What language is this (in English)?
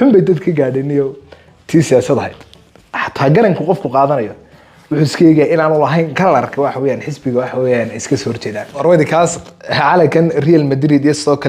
Somali